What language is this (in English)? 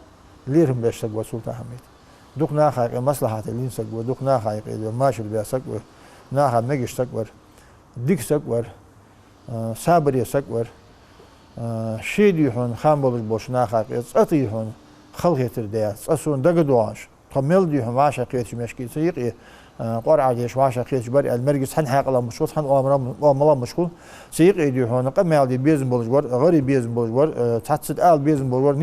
Ingush